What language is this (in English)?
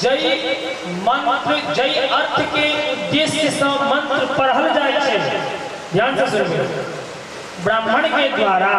Maithili